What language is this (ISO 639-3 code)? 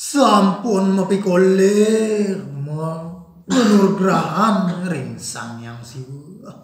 ban